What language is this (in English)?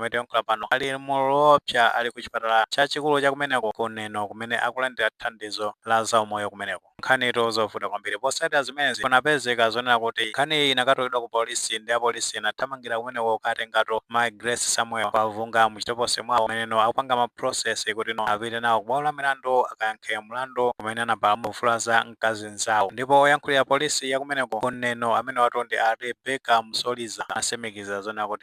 Nyanja